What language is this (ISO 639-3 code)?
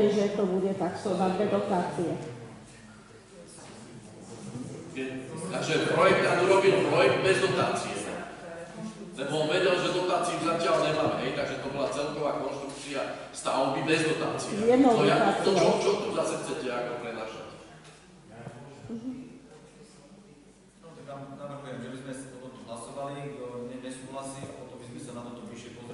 slk